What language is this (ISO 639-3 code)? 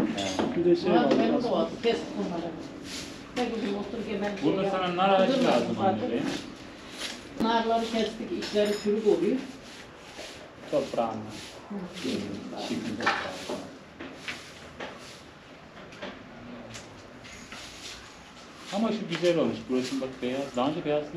tur